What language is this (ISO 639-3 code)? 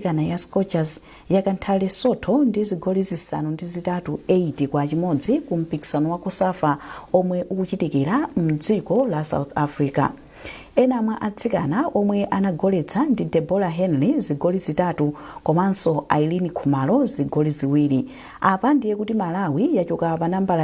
nya